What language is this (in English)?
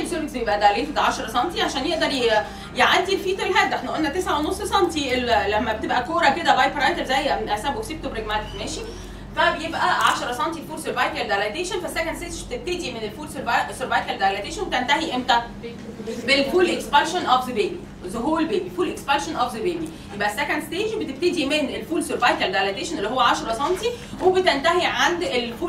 Egyptian Arabic